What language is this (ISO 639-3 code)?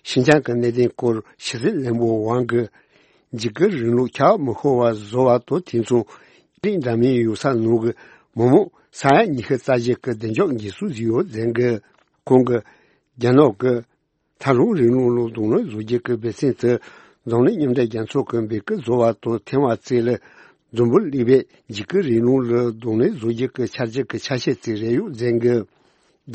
bod